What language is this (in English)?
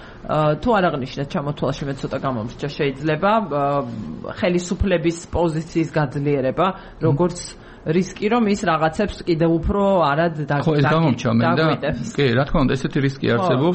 Georgian